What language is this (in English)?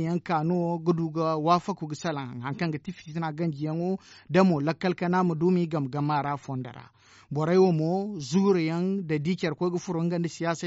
Zarma